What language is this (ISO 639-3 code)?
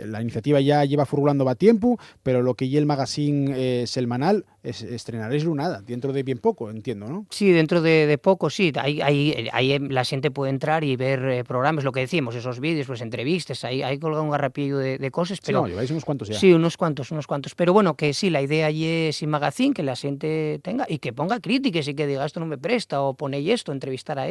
ast